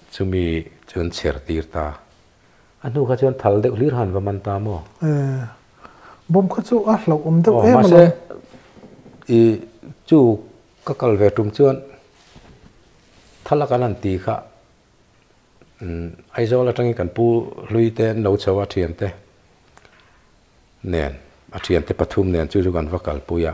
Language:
Mizo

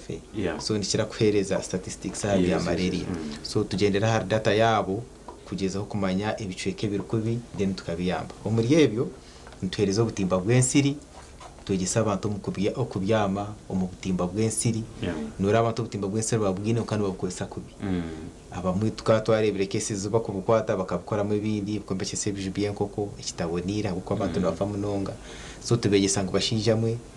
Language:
Nyankole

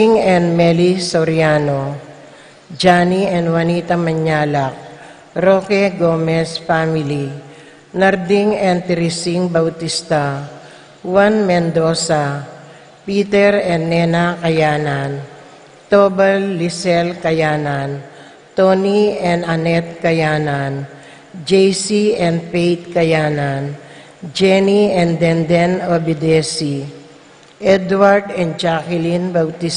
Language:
Pampanga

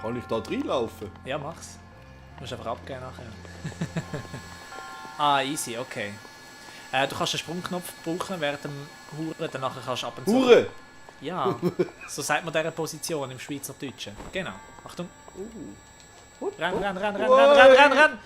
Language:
Swiss German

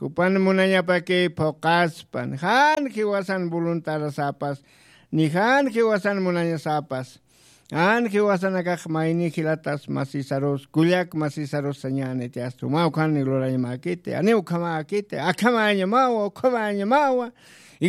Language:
Aymara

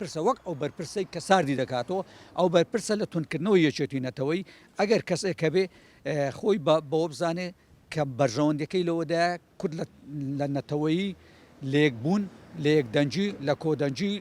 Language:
Central Kurdish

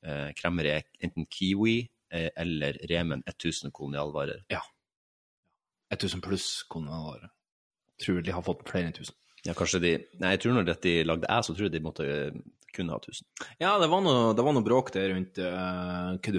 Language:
Norwegian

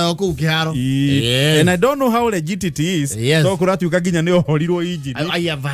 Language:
Kikuyu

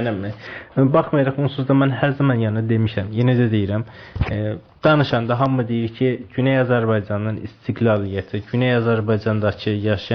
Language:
South Azerbaijani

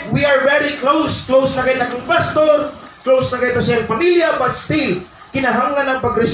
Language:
Cebuano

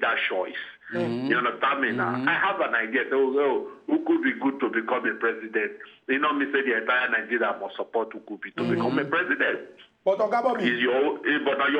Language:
Nigerian Pidgin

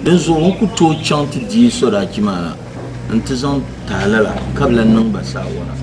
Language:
Dagbani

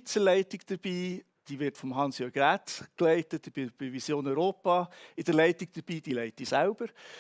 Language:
Swiss German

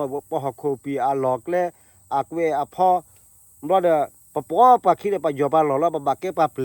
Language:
S'gaw Karen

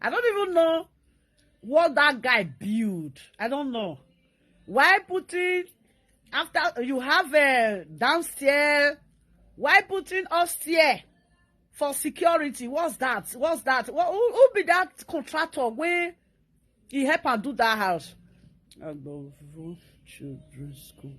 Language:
Nigerian Pidgin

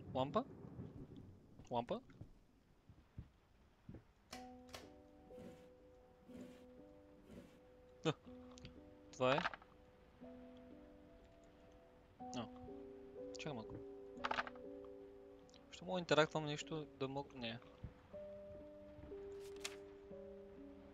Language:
Bulgarian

